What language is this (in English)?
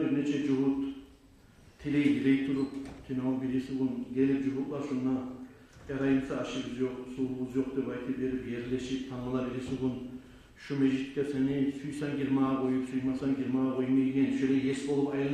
Kumyk